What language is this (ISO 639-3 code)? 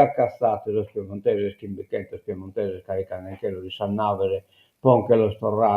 srd